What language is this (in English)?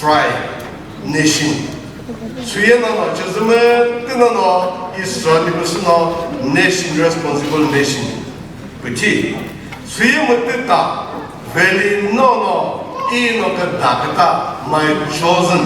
Chokri Naga